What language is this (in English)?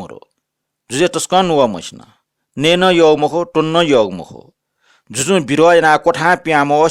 Newari